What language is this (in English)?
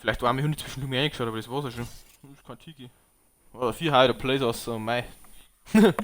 Bavarian